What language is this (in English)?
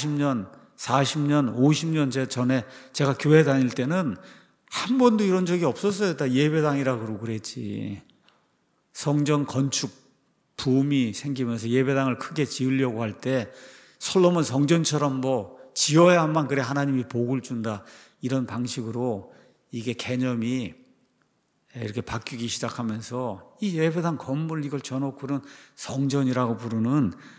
Korean